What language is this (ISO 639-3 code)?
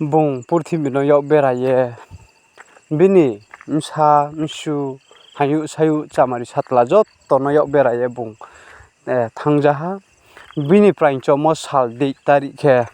ria